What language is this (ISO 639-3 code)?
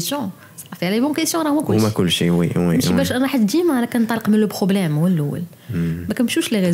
ary